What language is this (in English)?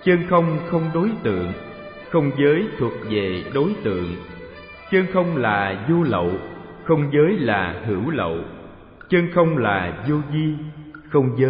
Vietnamese